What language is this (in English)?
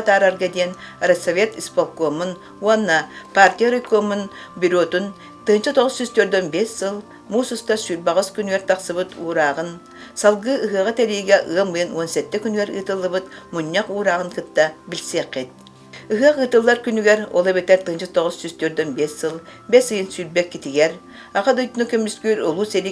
Yakut